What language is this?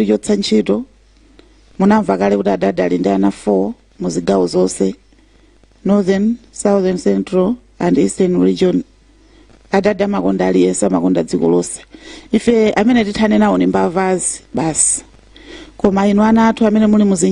Nyanja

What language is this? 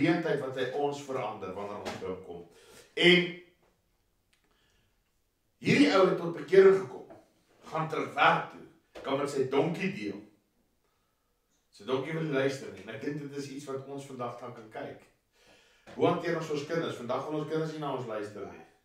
Afrikaans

